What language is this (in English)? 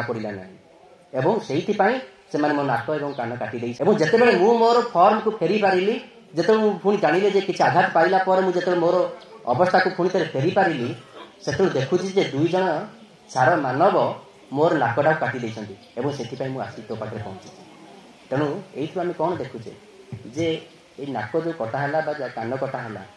Odia